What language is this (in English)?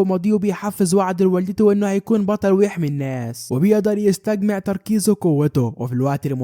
Egyptian Arabic